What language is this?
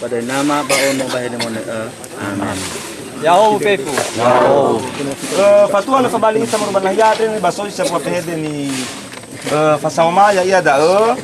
Nias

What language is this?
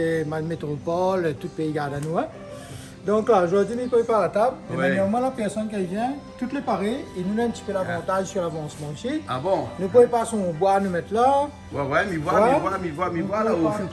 Réunion Creole French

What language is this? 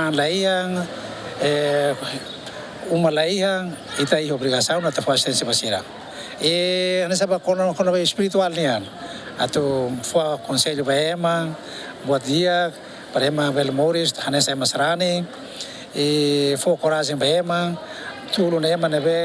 Tetum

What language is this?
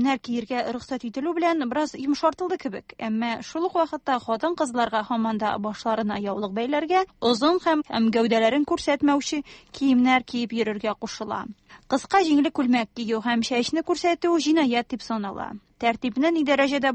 Tatar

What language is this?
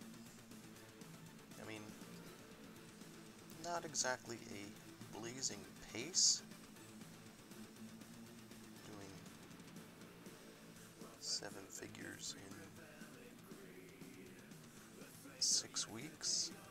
English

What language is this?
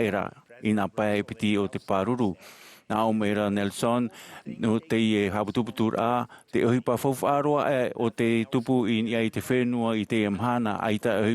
Tahitian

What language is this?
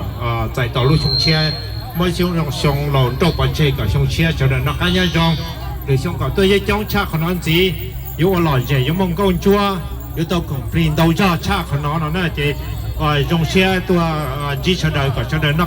Hmong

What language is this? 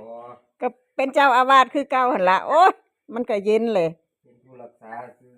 Northeastern Thai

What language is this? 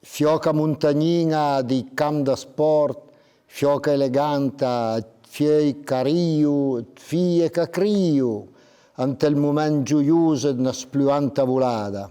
Piedmontese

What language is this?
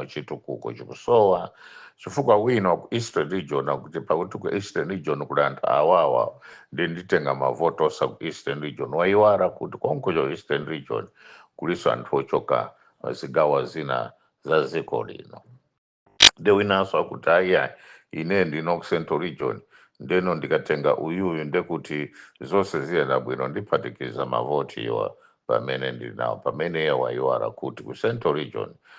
Nyanja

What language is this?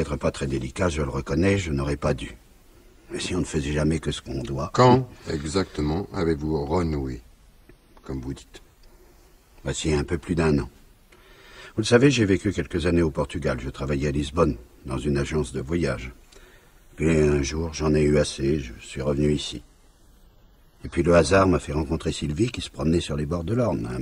French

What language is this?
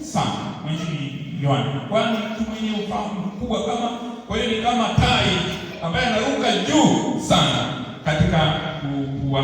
Swahili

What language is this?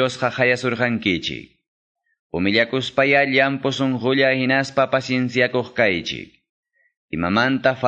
Quechua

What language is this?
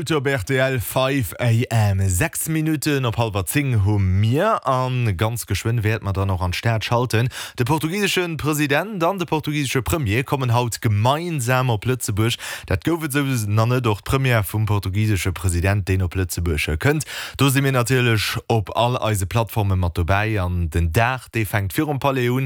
Luxembourgish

